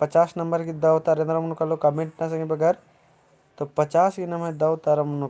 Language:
Kurukh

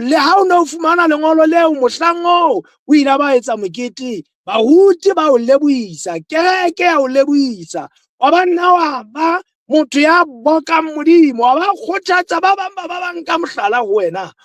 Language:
Southern Sotho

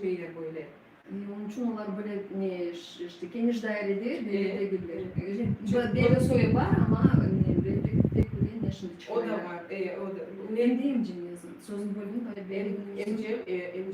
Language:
Crimean Tatar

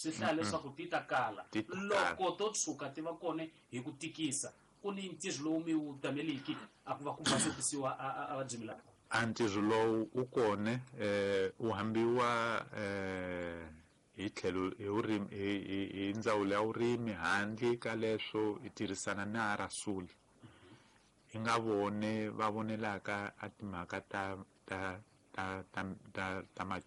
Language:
Tsonga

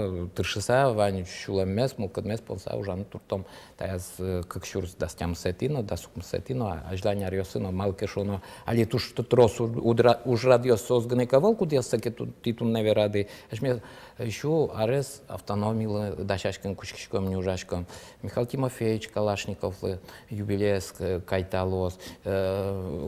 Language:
Udmurt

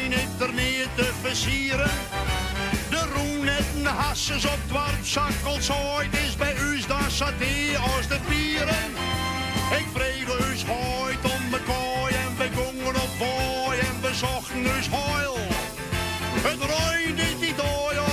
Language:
Western Frisian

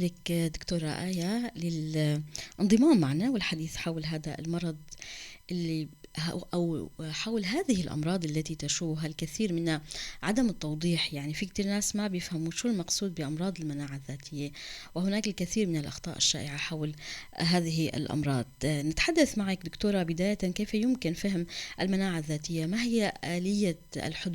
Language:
North Levantine Arabic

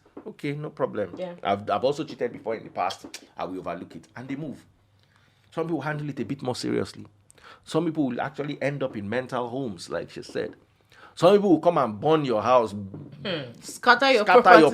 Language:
Nigerian Pidgin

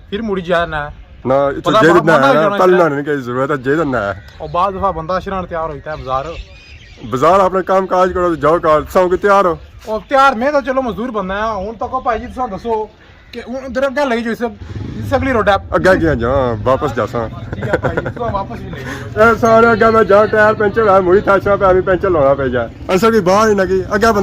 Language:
Pahari-Potwari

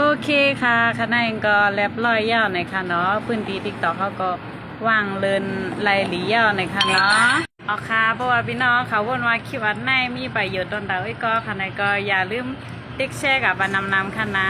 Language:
Shan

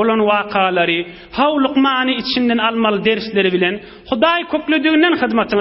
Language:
Turkmen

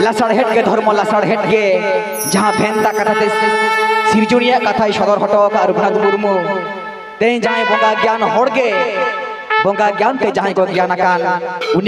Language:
Santali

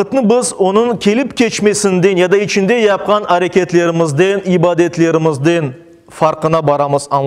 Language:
Crimean Tatar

